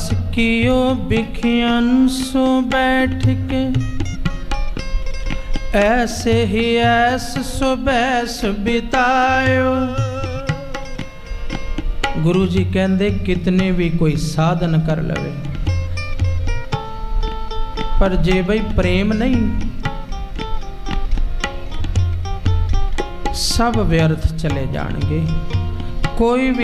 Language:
Punjabi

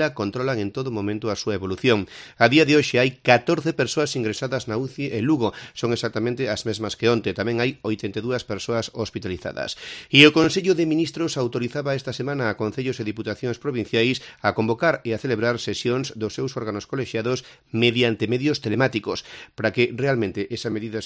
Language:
Galician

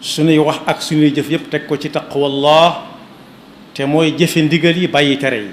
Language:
Wolof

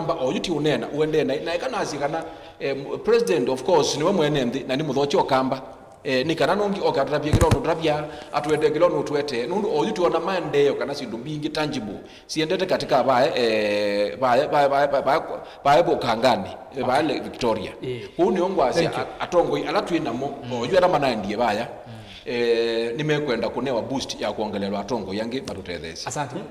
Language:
Kamba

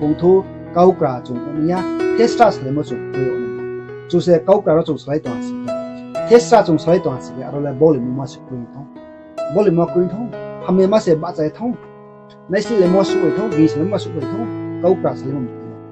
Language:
Riang (India)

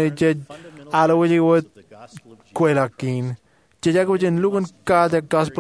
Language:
Marshallese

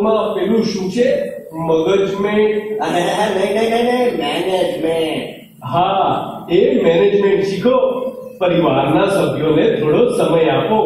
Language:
Gujarati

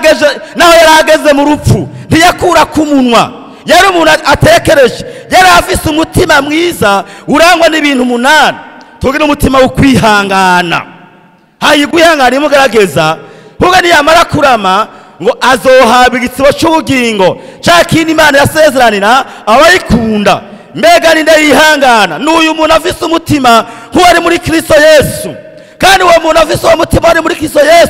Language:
Rundi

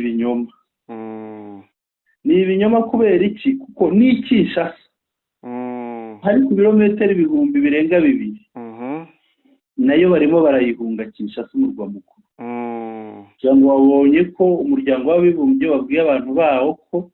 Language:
Kinyarwanda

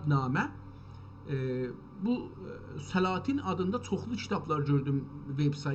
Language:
South Azerbaijani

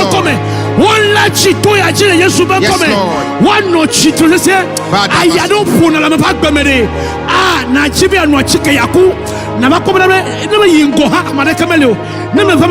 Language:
Ewe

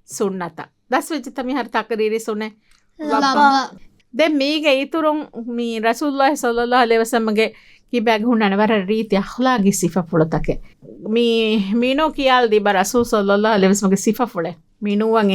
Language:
Divehi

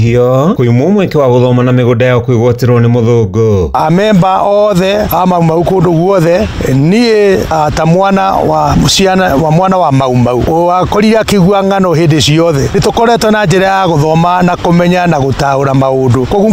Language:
Kikuyu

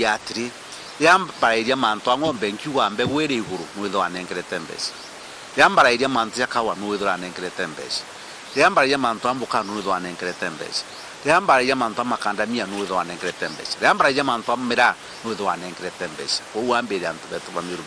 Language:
Meru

